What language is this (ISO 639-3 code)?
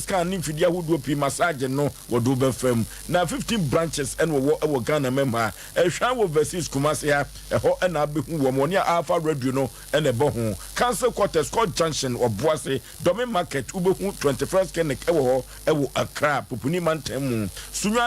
aka